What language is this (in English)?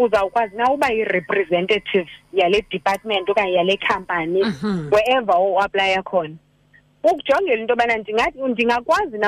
Xhosa